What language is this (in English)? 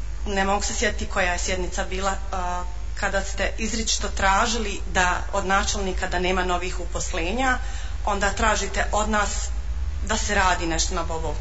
Bosnian